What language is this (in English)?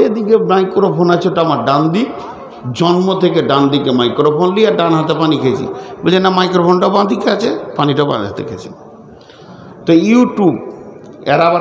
Bangla